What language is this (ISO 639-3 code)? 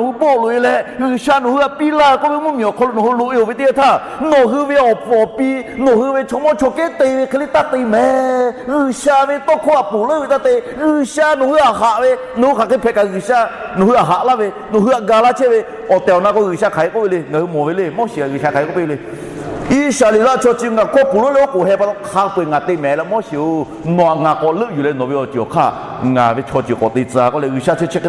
lhu